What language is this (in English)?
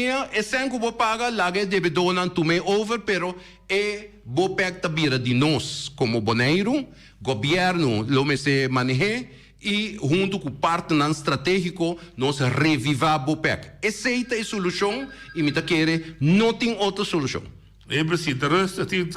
Papiamento